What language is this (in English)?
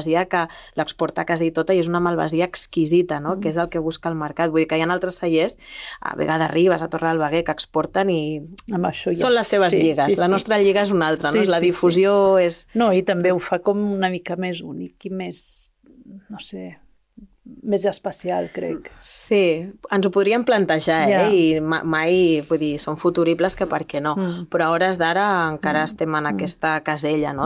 Catalan